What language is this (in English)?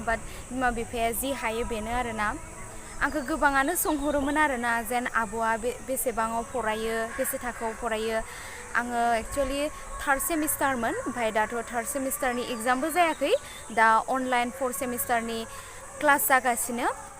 Bodo